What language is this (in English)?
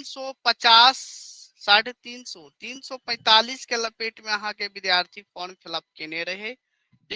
Maithili